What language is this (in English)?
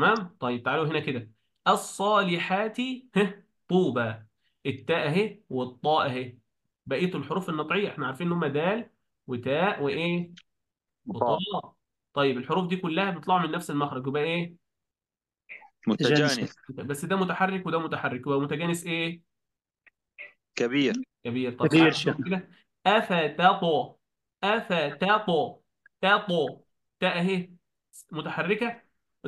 Egyptian Arabic